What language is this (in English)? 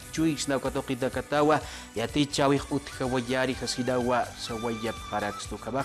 Aymara